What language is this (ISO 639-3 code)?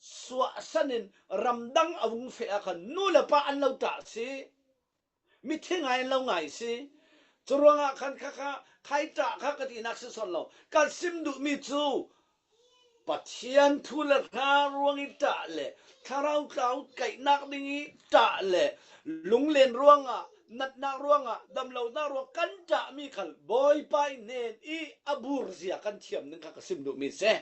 cfm